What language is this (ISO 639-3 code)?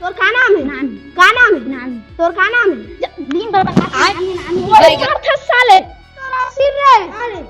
hne